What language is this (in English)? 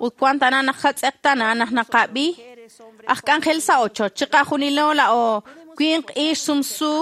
Kekchí